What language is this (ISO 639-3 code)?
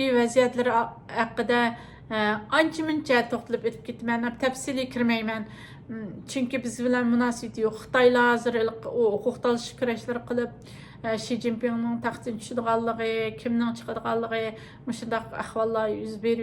uig